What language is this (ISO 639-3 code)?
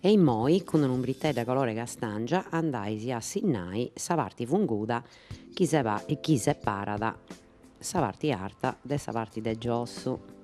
srd